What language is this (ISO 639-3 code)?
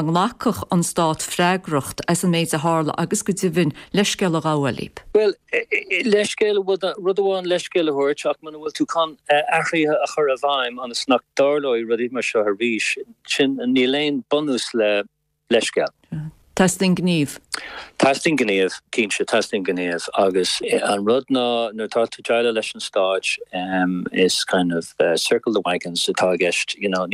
gle